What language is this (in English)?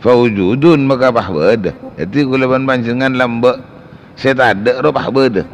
Madurese